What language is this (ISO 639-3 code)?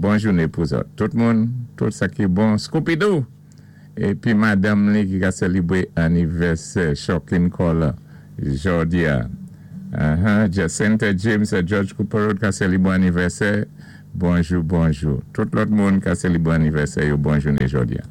acf